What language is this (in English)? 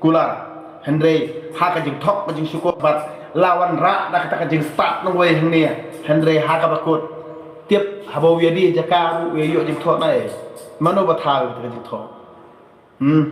Khasi